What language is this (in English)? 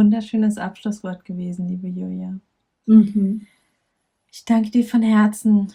German